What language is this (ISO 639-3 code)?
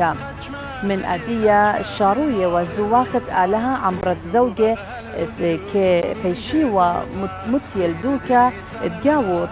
aii